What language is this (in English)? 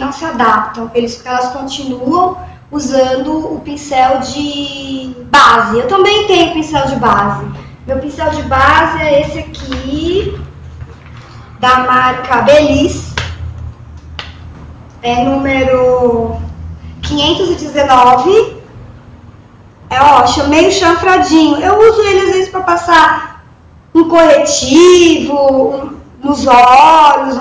Portuguese